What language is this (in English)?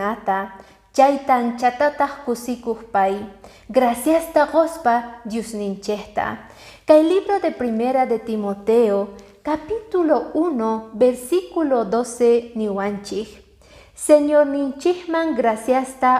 Quechua